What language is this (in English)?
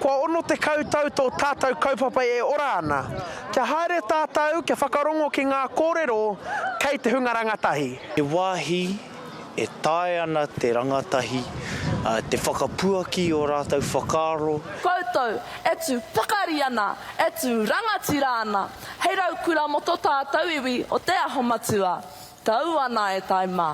Māori